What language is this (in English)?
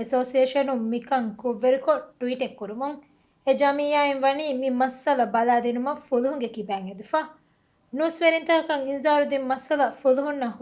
Divehi